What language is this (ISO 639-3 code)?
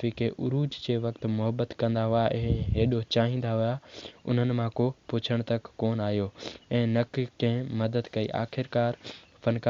snd